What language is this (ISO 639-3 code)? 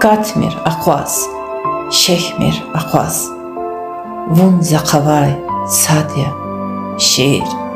lez